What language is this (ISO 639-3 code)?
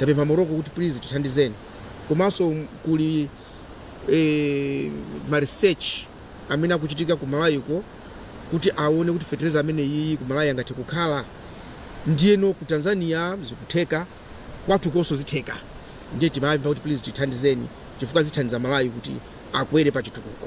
nya